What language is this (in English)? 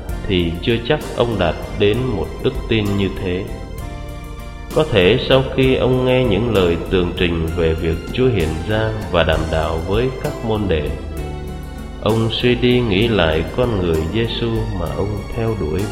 Vietnamese